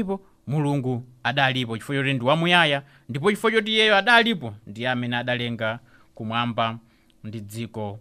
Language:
Nyanja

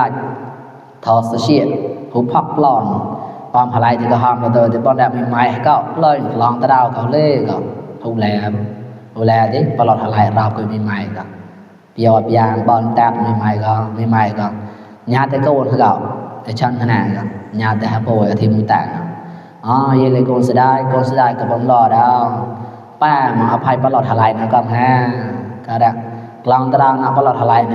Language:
Mon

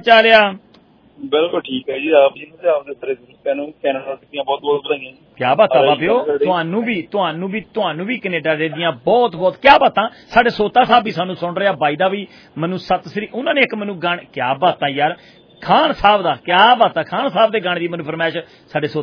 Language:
Punjabi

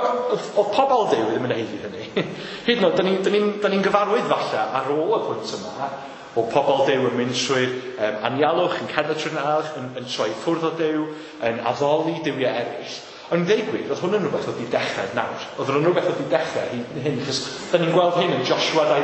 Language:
Welsh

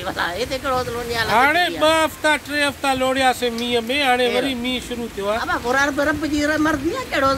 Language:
Sindhi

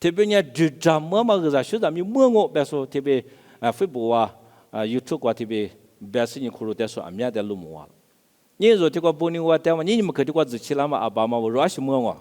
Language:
Lisu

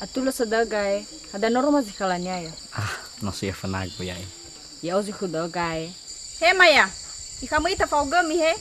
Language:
Nias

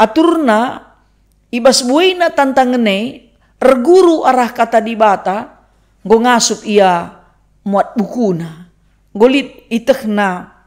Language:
Batak Karo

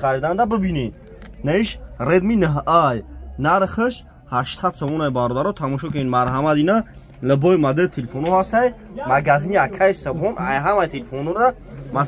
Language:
Tajik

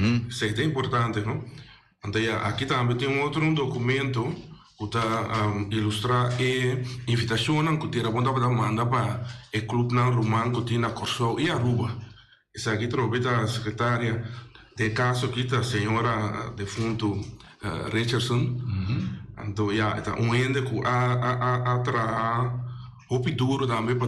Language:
Papiamento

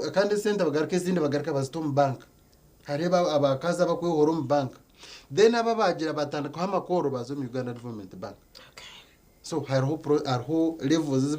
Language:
Nyankole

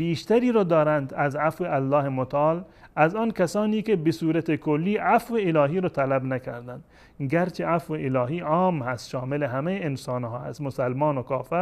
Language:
Persian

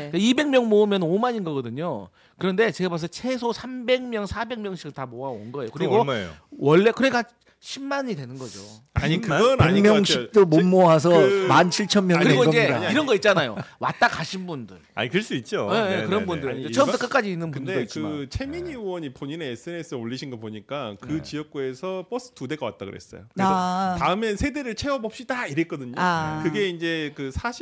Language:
Korean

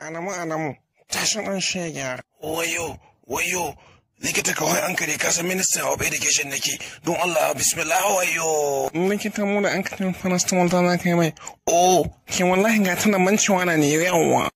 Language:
Hausa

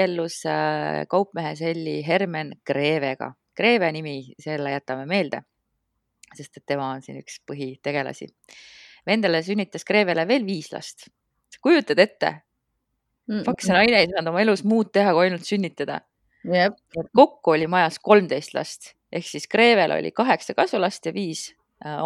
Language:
Estonian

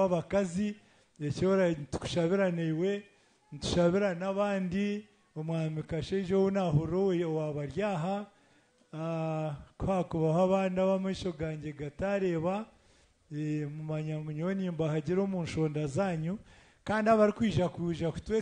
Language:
Nyankole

